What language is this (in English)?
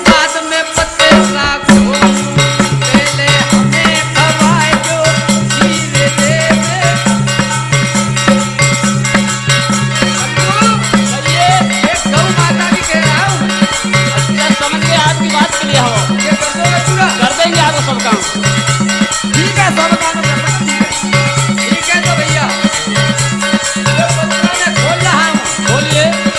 Hindi